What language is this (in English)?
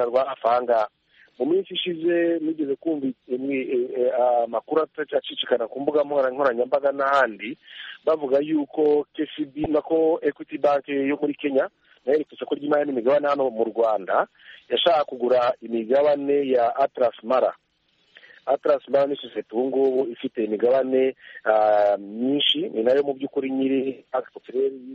Kinyarwanda